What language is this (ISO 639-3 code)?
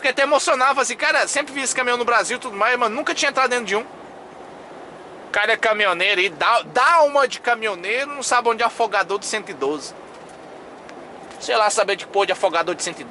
por